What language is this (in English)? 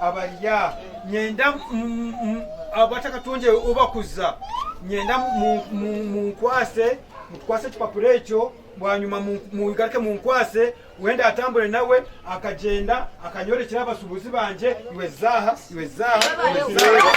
Nyankole